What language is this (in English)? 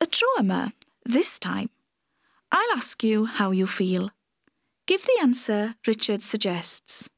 Welsh